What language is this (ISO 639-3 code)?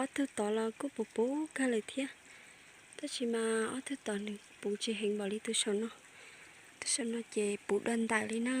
hmn